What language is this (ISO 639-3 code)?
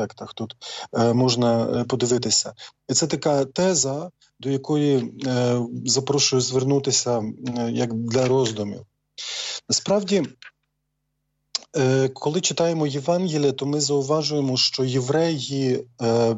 ukr